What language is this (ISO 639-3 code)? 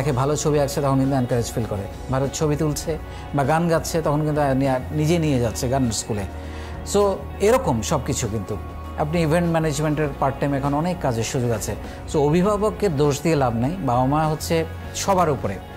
ben